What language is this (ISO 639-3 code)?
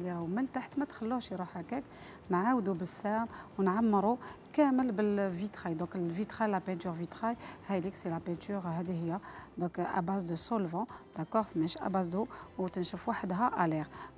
arq